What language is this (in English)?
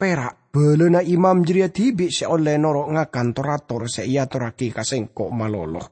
Madurese